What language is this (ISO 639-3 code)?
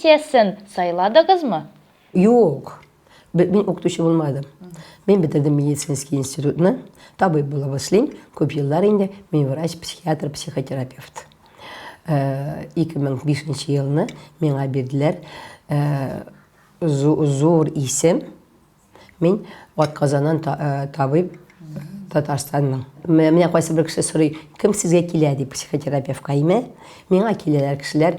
tat